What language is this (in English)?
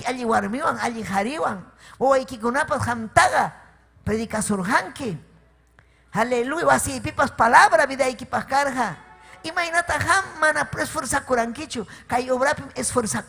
Ayacucho Quechua